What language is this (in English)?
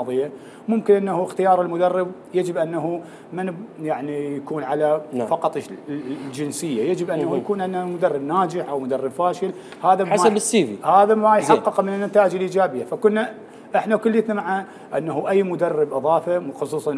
Mesopotamian Arabic